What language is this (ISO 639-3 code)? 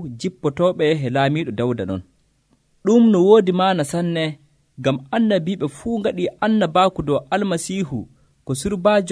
fuv